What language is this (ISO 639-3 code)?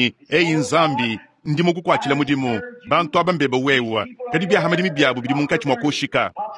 lua